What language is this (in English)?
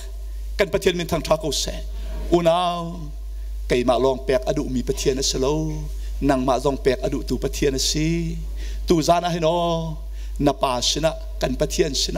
Hakha Chin